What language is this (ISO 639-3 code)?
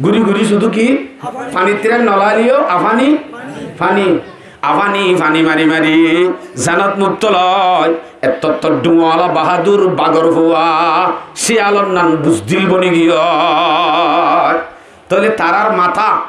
rhg